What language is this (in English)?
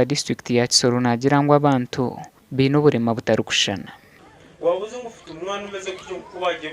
Nyankole